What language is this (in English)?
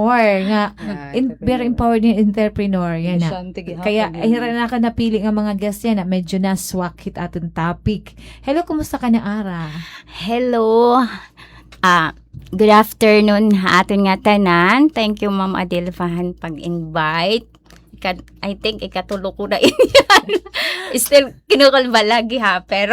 Waray